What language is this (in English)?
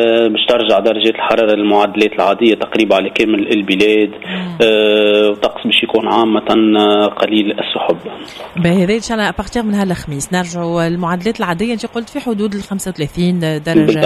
Tunisian Arabic